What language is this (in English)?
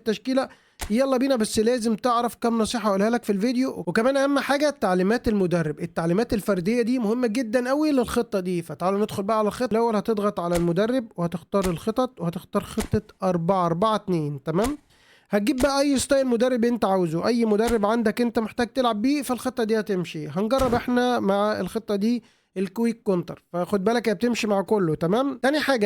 Egyptian Arabic